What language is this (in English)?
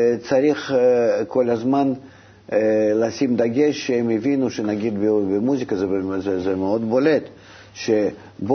Hebrew